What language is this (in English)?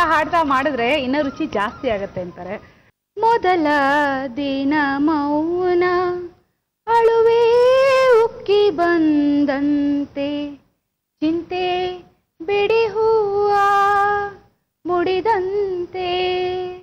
Kannada